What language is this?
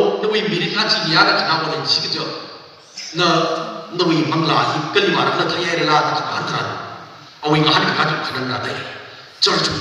Tangkhul Naga (India)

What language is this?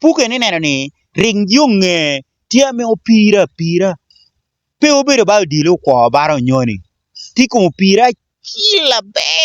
Lango (Uganda)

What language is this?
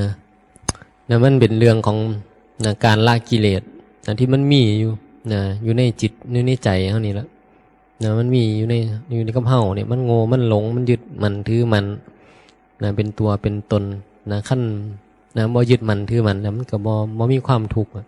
Northeastern Thai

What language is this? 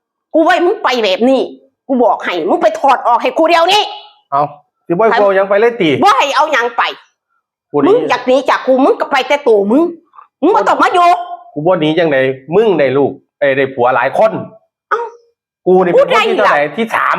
Northeastern Thai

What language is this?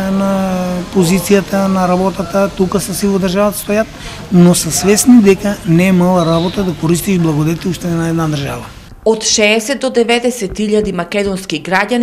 Macedonian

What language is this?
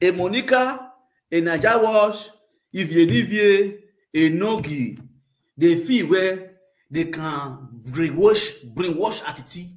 Nigerian Pidgin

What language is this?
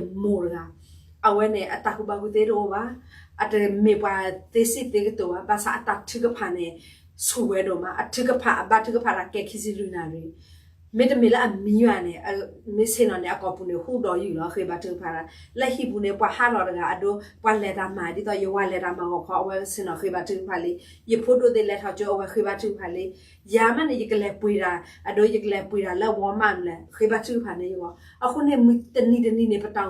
S'gaw Karen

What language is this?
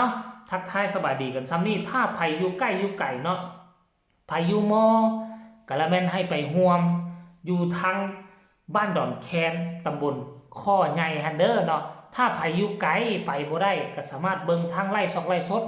Northeastern Thai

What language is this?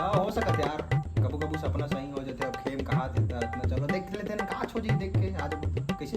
Chhattisgarhi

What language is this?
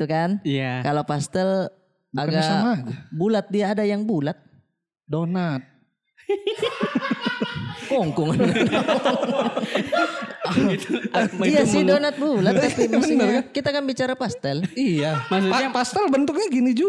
Indonesian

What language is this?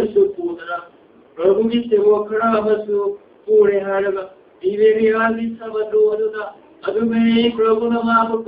Manipuri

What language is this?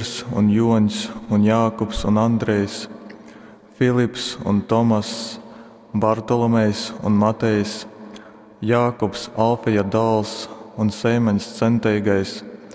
Latgalian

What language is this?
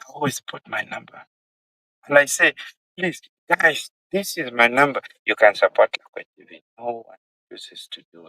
Acoli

